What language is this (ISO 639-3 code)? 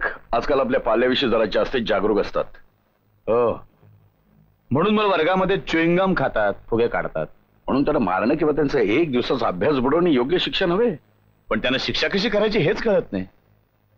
mar